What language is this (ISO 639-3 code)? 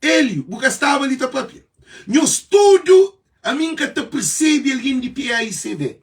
kea